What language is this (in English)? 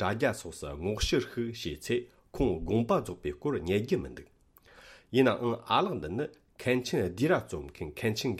Tibetan